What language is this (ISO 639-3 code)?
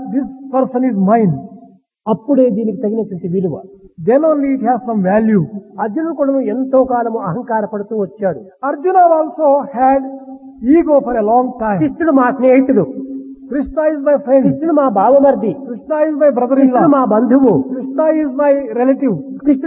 tel